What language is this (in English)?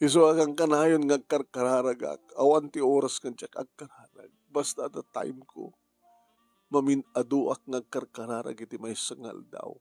Iloko